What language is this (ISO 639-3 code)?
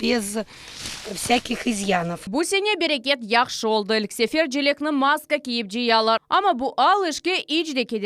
crh